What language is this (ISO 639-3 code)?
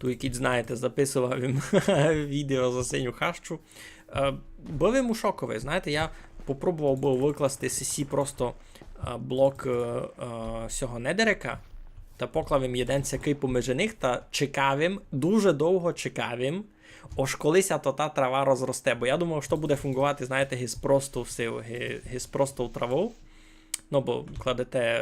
rue